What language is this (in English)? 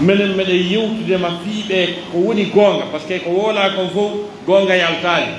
Pular